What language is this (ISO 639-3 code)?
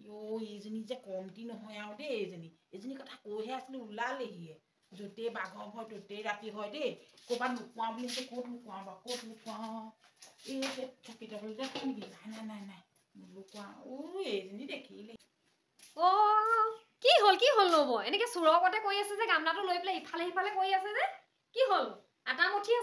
asm